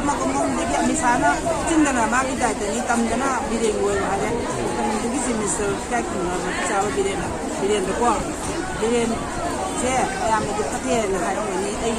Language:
Manipuri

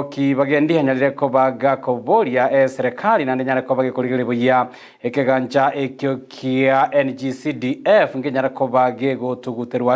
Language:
Gusii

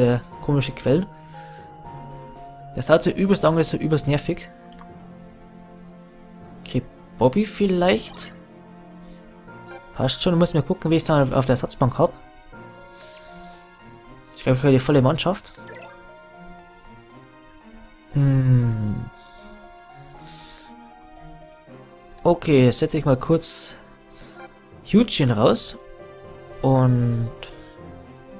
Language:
German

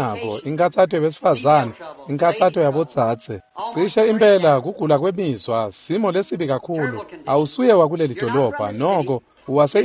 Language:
Swati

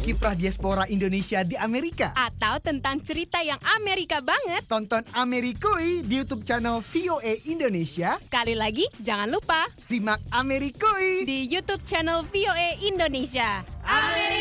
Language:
Indonesian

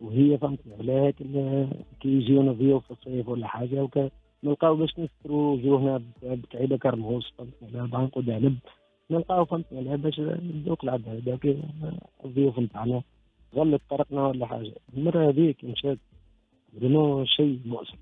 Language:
Tunisian Arabic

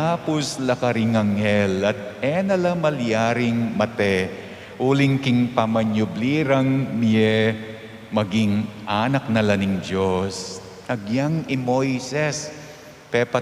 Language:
Pampanga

